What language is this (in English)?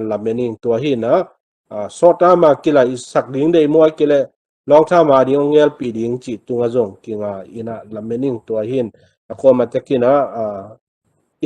Tedim Chin